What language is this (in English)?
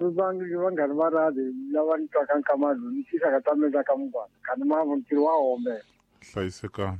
Tsonga